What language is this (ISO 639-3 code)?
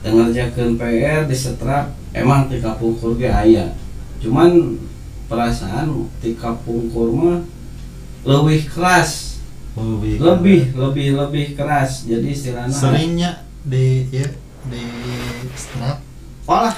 sun